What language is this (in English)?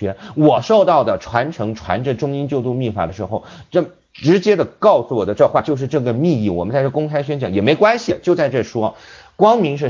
Chinese